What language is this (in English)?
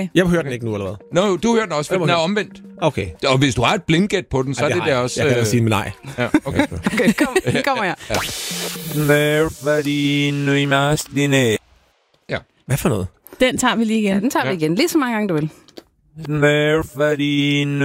Danish